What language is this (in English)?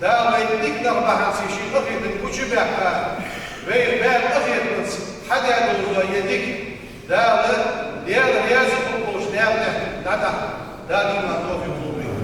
Ingush